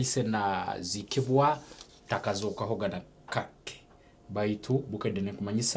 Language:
Nyankole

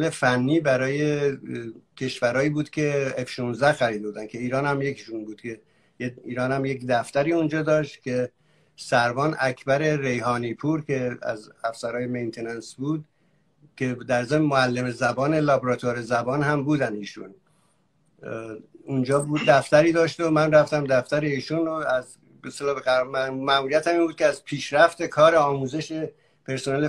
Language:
Persian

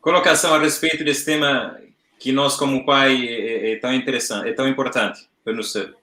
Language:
Kabuverdianu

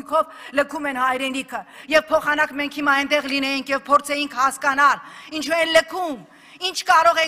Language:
Armenian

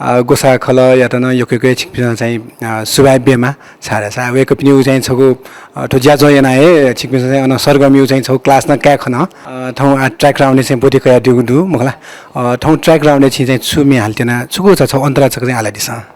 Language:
Newari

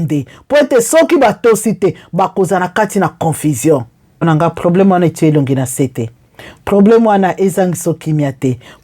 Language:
Lingala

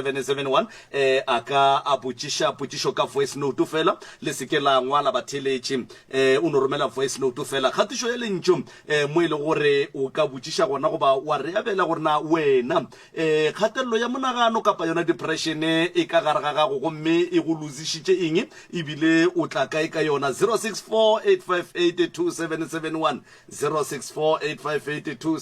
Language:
Northern Sotho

